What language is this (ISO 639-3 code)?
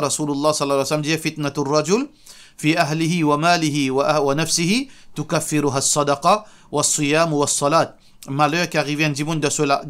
mfe